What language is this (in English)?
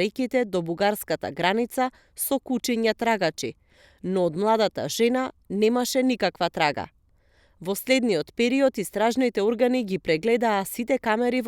Macedonian